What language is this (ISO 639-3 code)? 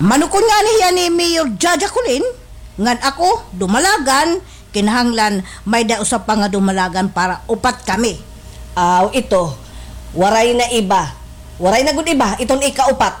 war